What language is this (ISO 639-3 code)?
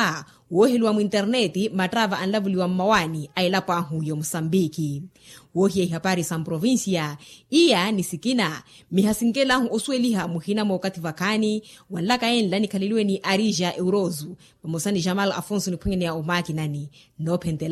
vmw